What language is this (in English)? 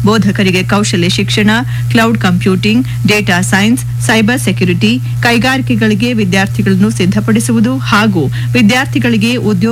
Kannada